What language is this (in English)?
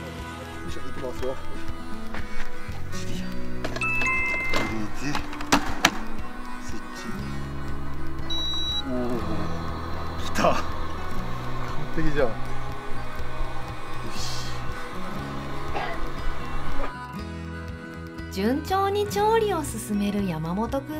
Japanese